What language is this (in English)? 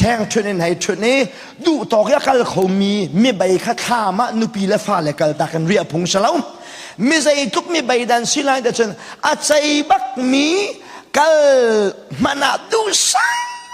Hakha Chin